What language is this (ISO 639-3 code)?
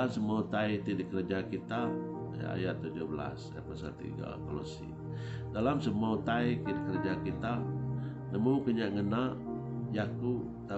iba